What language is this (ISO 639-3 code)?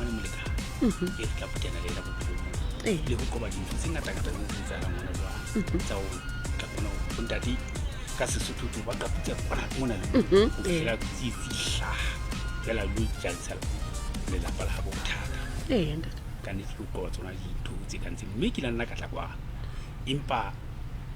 sot